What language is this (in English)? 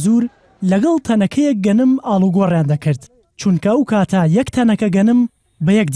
Central Kurdish